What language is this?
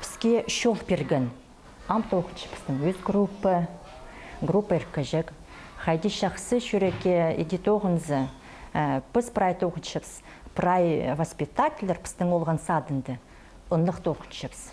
Khakas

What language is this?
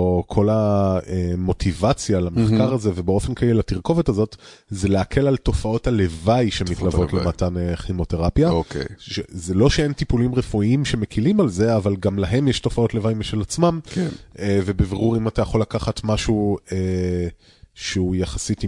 Hebrew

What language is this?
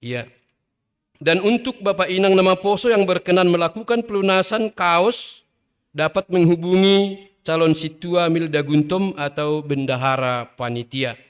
Batak Simalungun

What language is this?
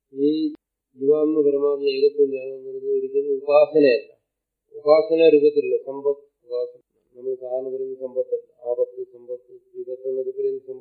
Malayalam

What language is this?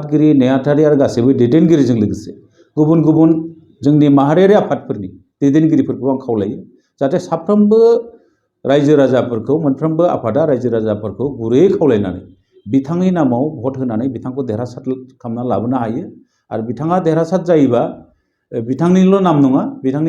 Bodo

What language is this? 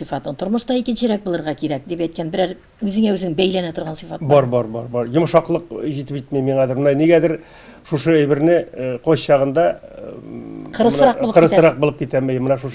Tatar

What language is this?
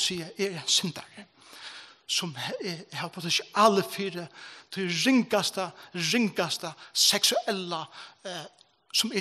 Faroese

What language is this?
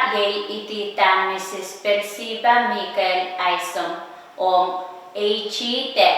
Pohnpeian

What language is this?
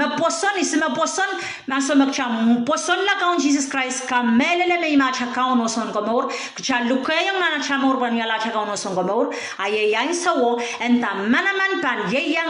Pohnpeian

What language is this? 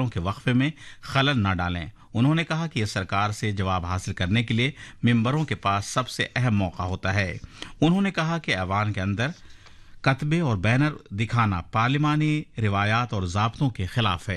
Urdu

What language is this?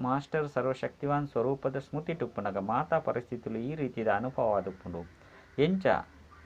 Tulu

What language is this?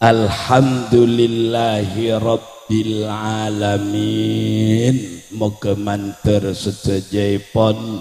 Madurese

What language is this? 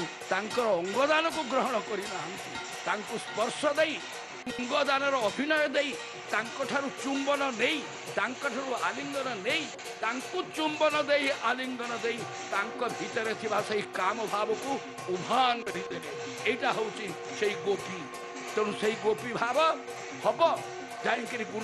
Odia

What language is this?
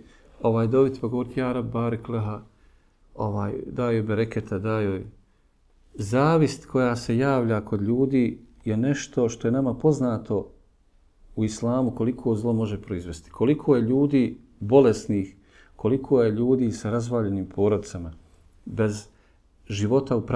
Bosnian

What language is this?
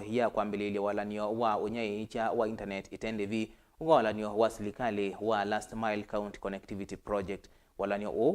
Kamba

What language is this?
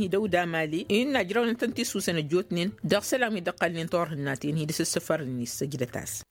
Tamasheq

